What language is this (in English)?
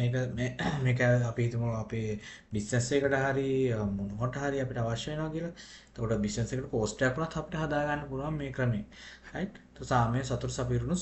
Sinhala